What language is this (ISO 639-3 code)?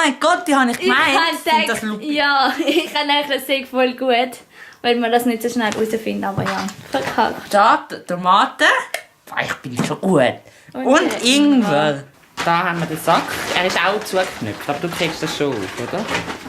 gsw